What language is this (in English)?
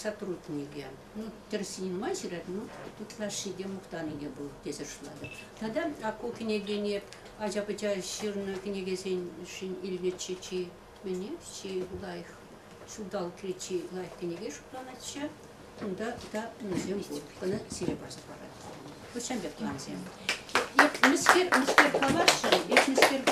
Chuvash